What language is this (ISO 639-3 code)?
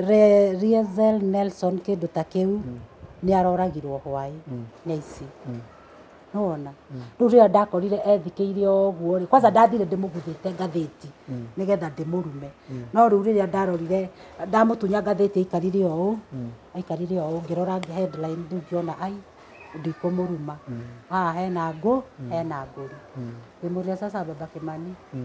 kik